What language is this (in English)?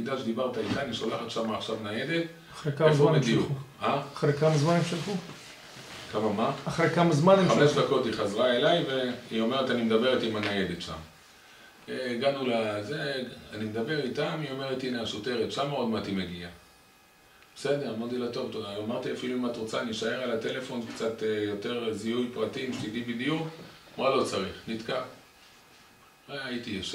Hebrew